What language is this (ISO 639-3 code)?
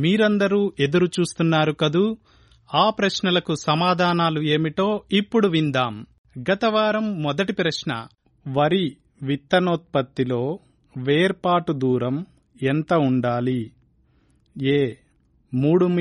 tel